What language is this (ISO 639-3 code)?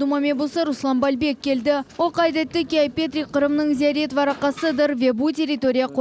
crh